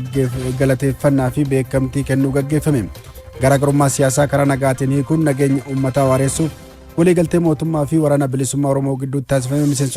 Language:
Oromo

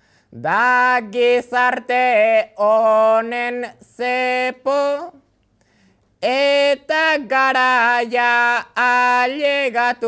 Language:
Basque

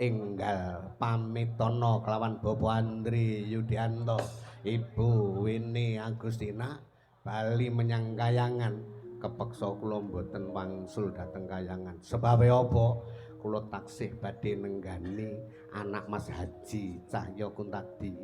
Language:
Javanese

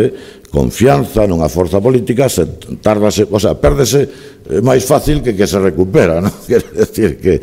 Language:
Galician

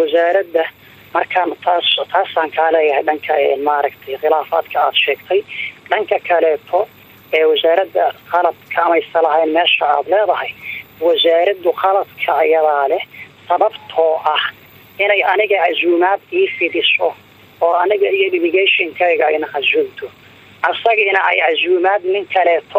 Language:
Somali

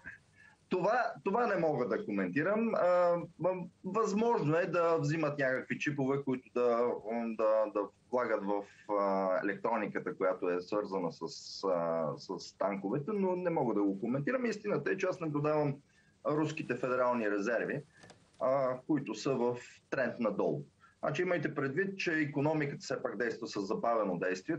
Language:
Bulgarian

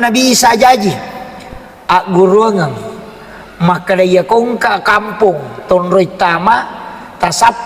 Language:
Buginese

